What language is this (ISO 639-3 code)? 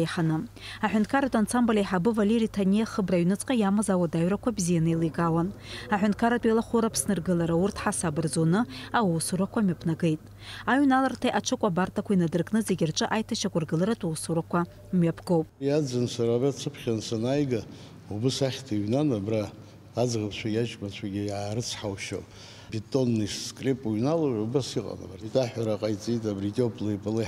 abk